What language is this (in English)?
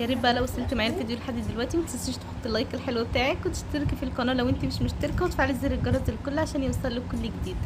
Egyptian Arabic